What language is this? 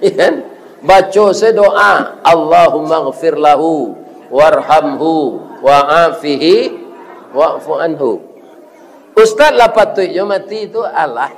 Minangkabau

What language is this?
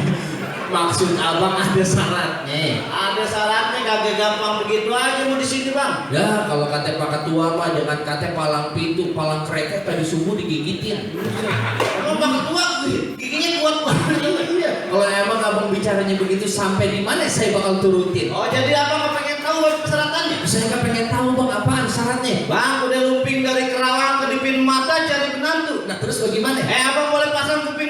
Betawi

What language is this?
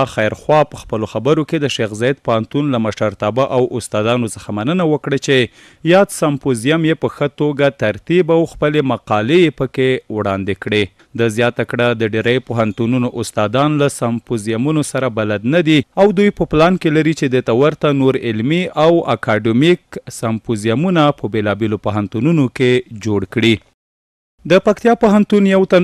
Pashto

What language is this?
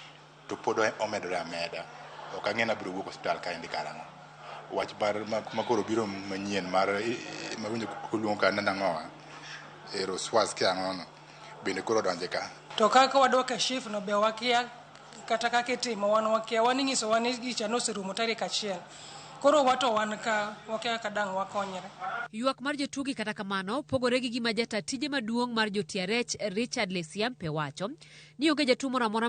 Luo (Kenya and Tanzania)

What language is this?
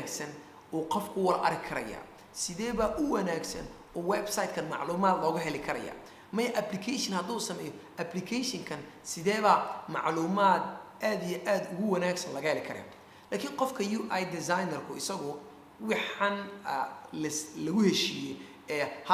Somali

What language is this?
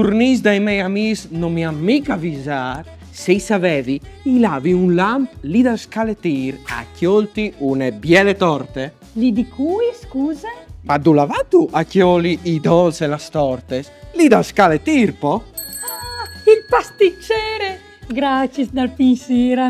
Friulian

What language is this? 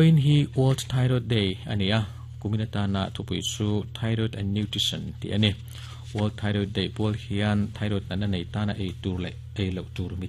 Mizo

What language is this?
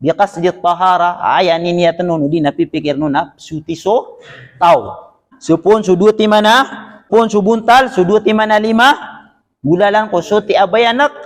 Maranao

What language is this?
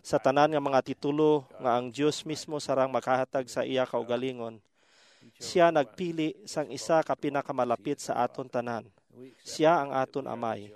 Hiligaynon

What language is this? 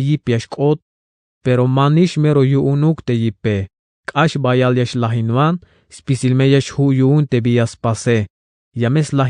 Tzeltal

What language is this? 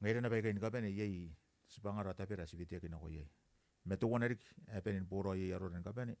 Gilbertese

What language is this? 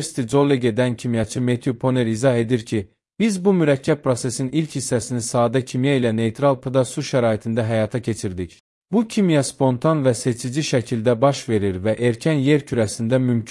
Azerbaijani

